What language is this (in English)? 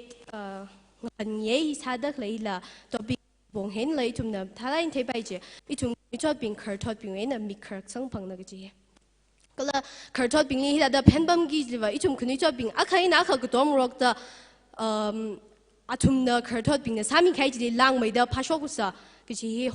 Tangkhul Naga (India)